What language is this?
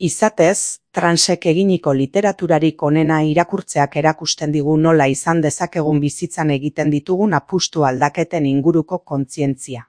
Basque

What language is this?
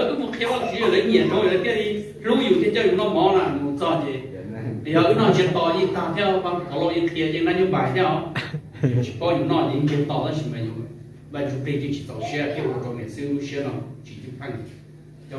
Hmong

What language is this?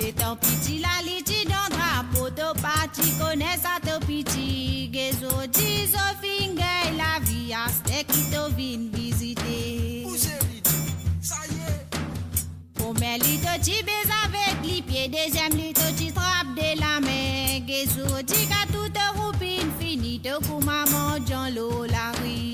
Morisyen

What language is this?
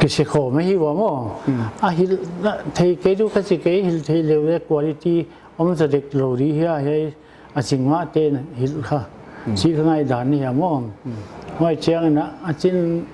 Paite Chin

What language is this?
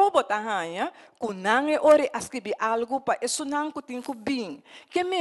Papiamento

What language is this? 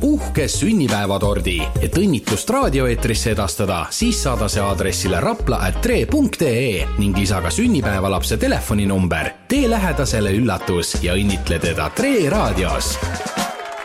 Estonian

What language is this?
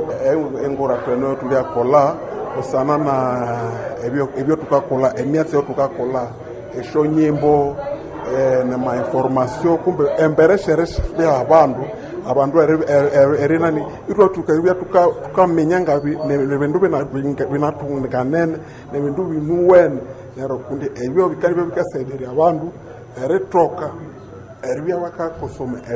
Nande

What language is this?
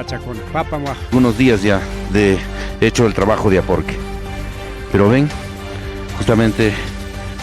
Ayacucho Quechua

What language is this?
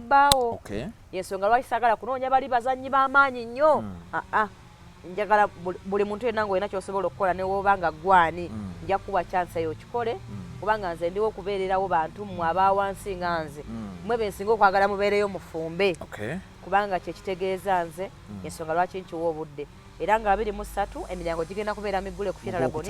Ganda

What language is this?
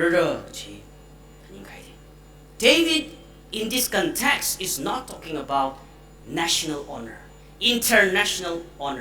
Tangkhul Naga (India)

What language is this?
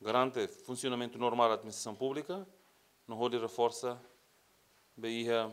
Tetum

